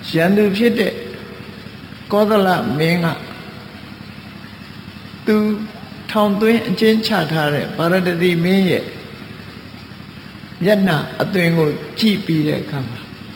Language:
Burmese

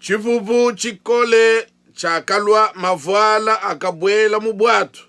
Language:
Luba-Lulua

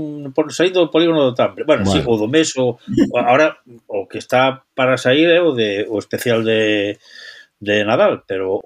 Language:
Galician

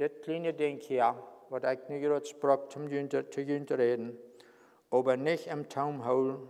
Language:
Plautdietsch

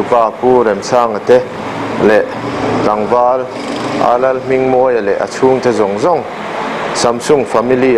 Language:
Mizo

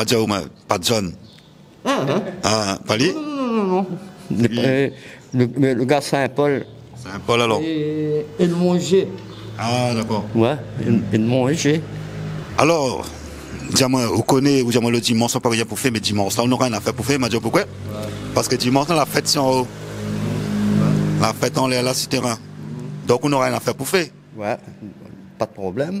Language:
Réunion Creole French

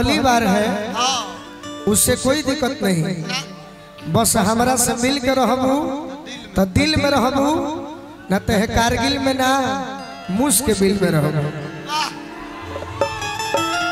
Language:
Bhojpuri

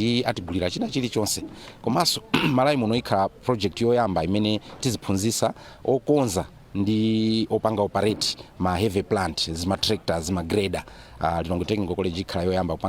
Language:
Nyanja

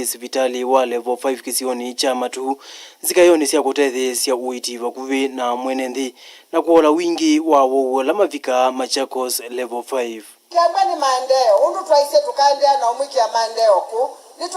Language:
Kamba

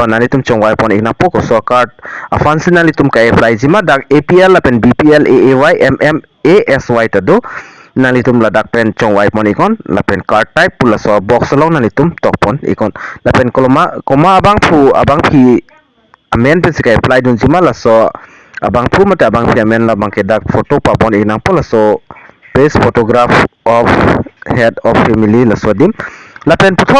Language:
Karbi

